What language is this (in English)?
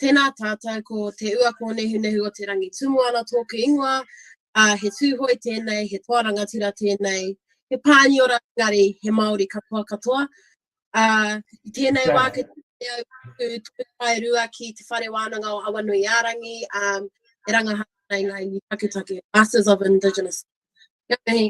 Māori